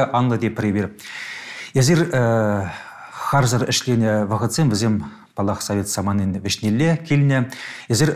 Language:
Chuvash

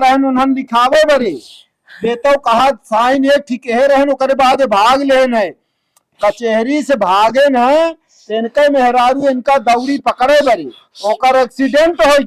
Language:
Awadhi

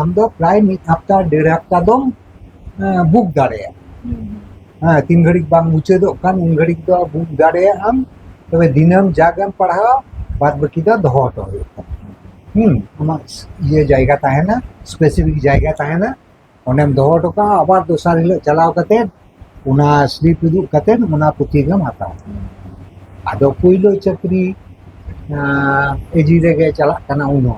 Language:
Santali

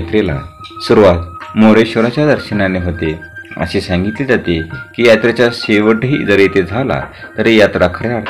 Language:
Marathi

